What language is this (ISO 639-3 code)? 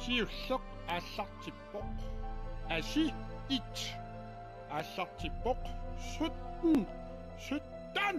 kal